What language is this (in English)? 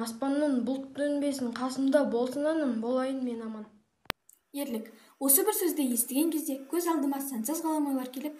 Kazakh